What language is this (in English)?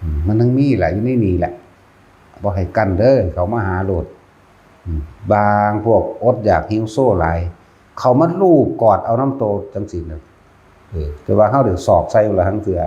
Northeastern Thai